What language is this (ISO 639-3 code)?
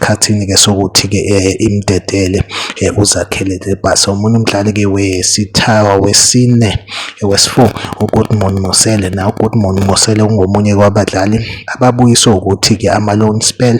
zul